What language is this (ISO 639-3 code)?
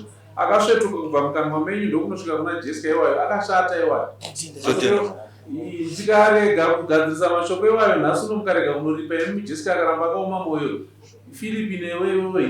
sna